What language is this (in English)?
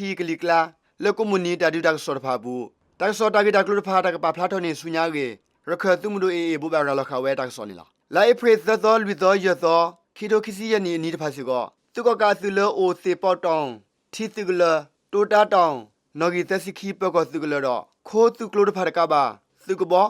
S'gaw Karen